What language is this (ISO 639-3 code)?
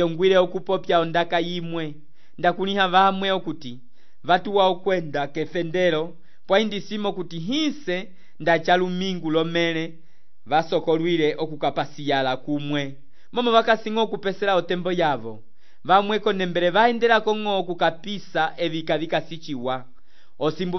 umb